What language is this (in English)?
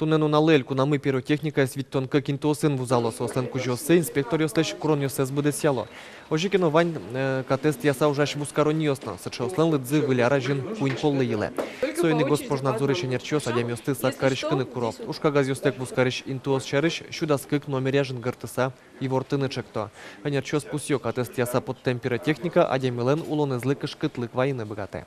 Udmurt